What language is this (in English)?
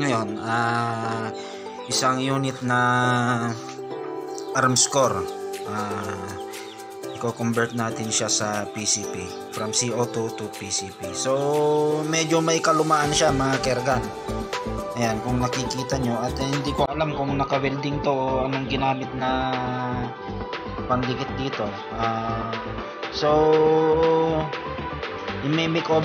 Filipino